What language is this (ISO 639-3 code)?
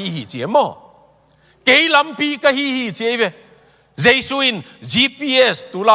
ctd